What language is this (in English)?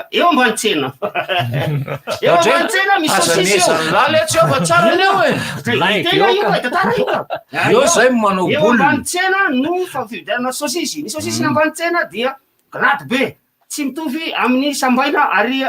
Malagasy